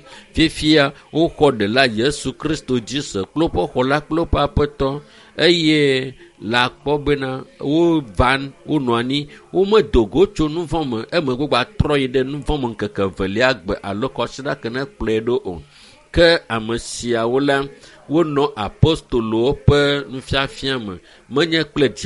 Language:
Ewe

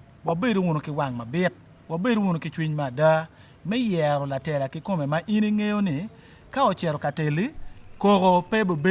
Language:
Acoli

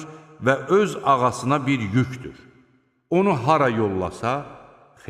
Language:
Azerbaijani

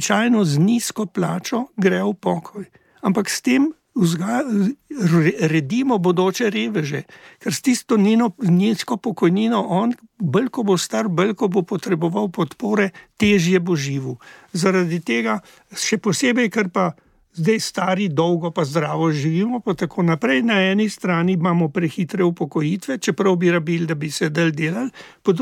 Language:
Slovenian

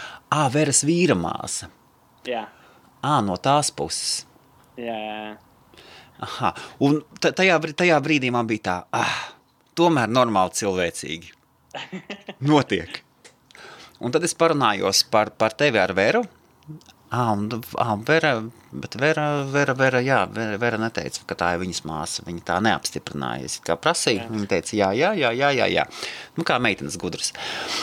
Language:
Latvian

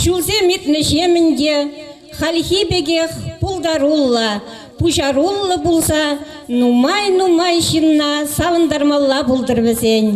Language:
Chuvash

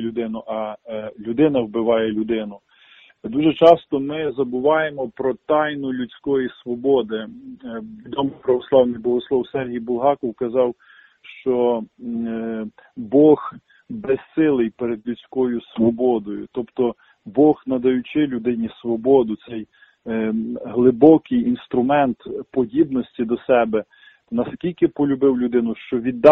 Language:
Ukrainian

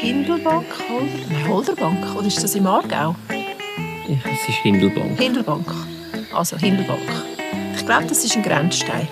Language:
Swiss German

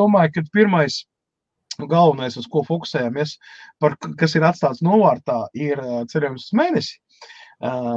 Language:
Latvian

